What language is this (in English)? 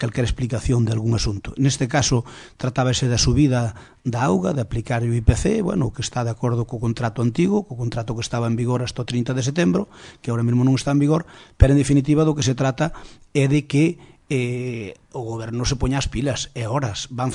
Galician